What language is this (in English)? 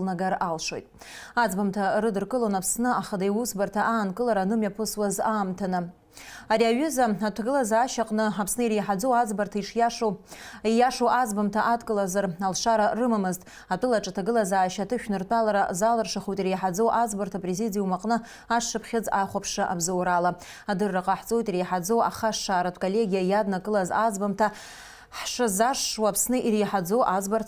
Abkhazian